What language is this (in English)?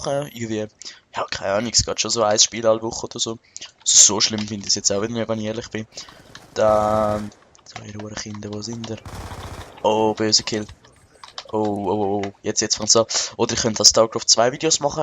Swiss German